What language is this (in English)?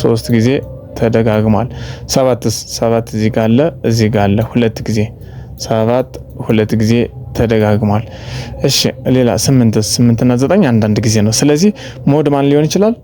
Amharic